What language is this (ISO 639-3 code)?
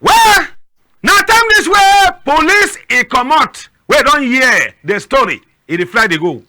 wes